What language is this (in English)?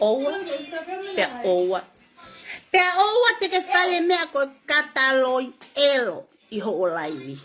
Tongan